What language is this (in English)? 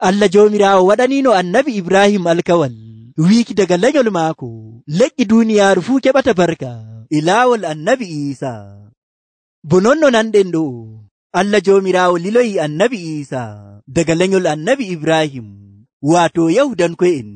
Nigerian Fulfulde